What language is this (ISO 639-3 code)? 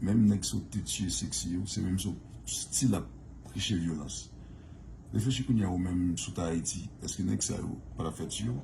hat